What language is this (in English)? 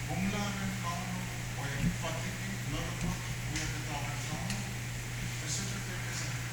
Pohnpeian